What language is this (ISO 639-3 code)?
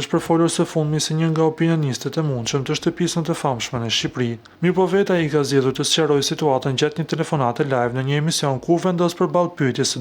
sqi